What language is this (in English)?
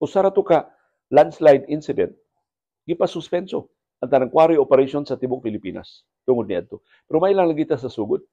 Cebuano